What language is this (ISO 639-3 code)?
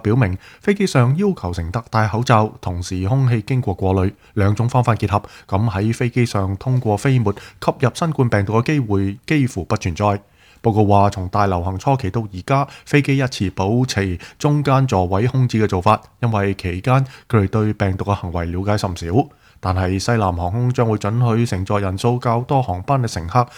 yue